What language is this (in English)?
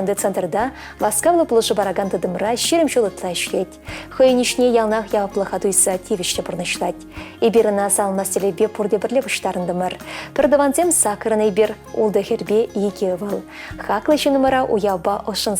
Chuvash